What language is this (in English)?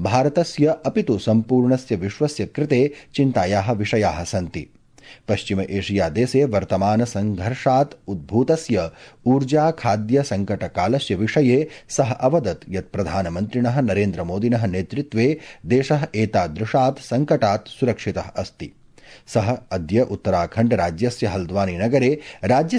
Sanskrit